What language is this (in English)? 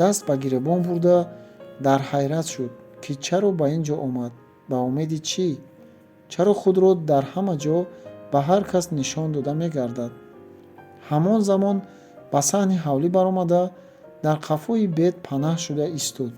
Tajik